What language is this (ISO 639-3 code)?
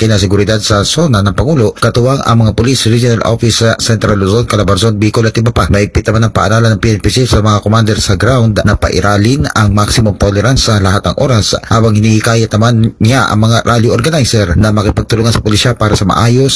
fil